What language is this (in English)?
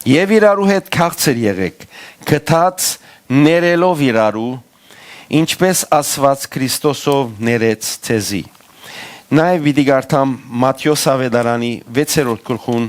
Western Armenian